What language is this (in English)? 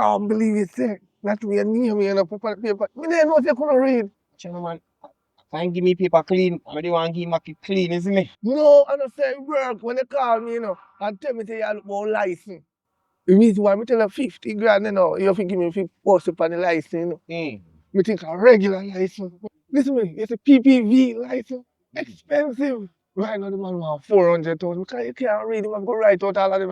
Jamaican Creole English